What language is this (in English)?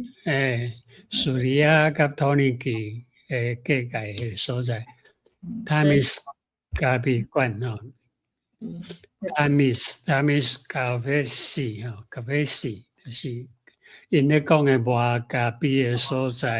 Min Nan Chinese